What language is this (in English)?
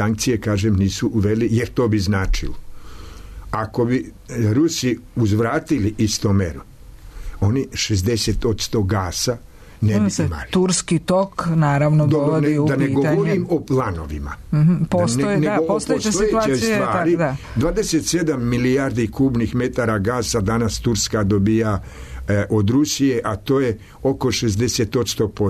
Serbian